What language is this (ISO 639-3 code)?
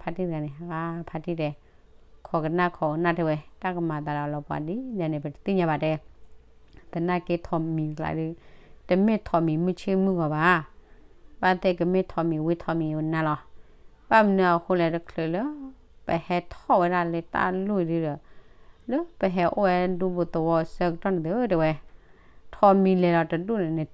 ksw